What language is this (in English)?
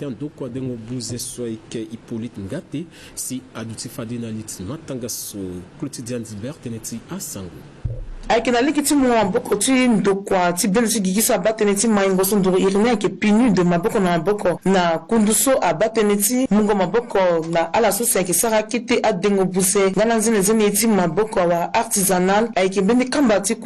Sango